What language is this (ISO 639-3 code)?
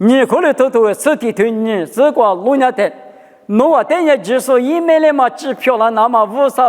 lis